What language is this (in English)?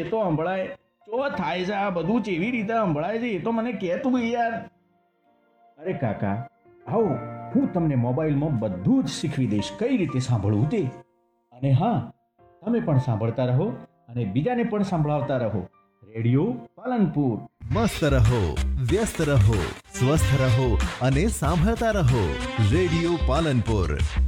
Gujarati